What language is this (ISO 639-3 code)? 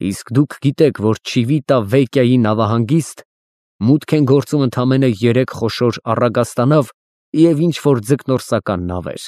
hye